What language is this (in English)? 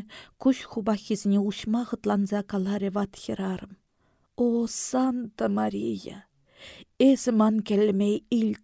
Chuvash